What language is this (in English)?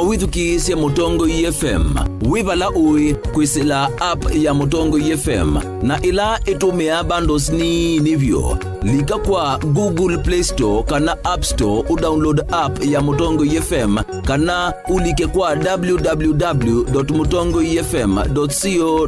Kamba